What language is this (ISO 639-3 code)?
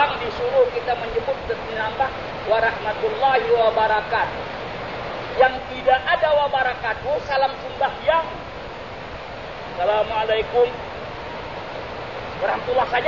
ind